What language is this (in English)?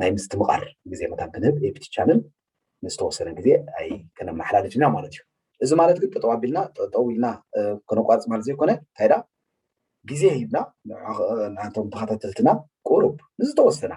Tigrinya